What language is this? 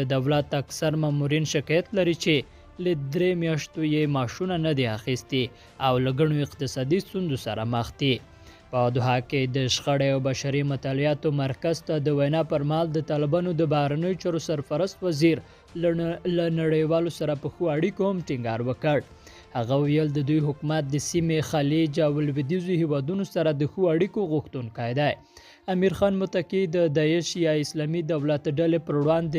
Pashto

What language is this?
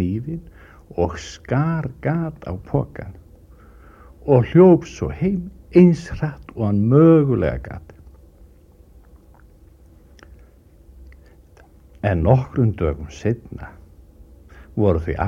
Icelandic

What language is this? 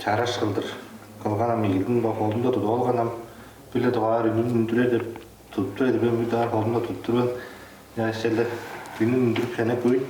Tuvinian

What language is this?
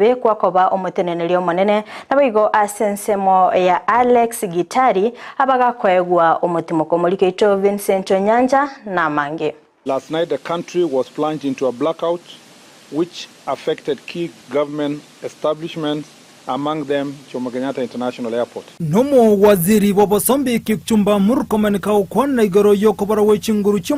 Gusii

